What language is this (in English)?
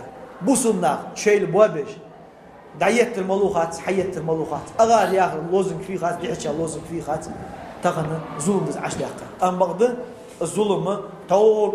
Ingush